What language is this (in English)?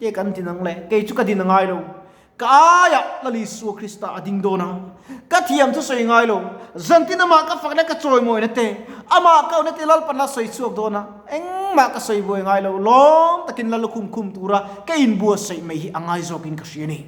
Mizo